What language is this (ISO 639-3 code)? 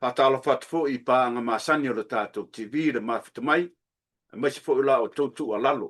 smo